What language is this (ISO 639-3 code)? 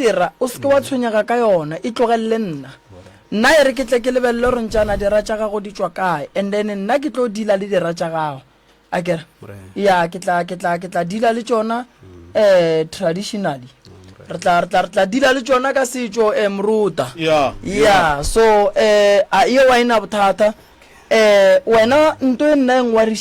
nso